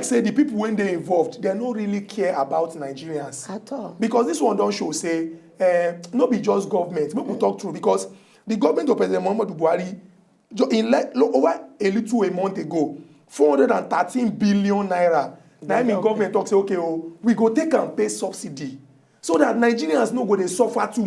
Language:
Nigerian Pidgin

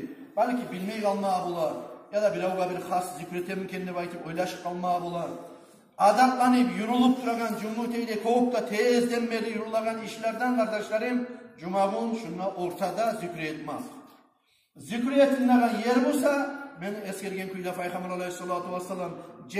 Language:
Kumyk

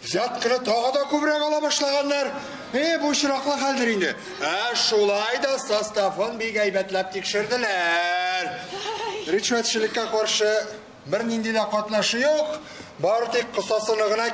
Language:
Tatar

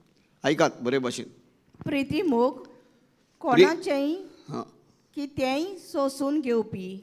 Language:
Konkani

